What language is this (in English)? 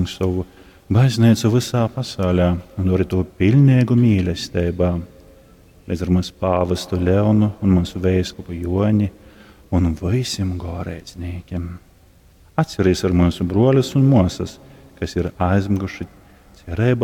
Latgalian